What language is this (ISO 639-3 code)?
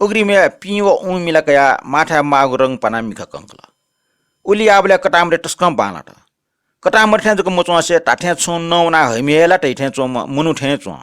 new